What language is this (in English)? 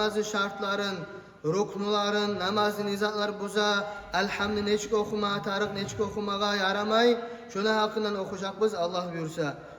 Kumyk